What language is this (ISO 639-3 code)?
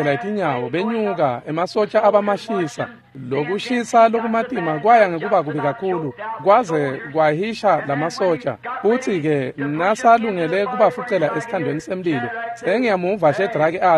ssw